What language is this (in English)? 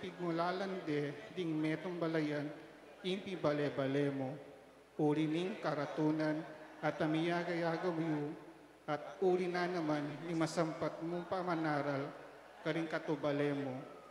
Pampanga